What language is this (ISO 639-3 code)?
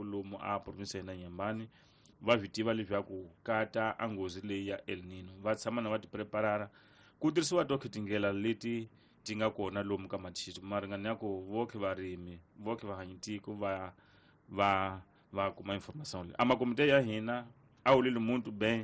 tso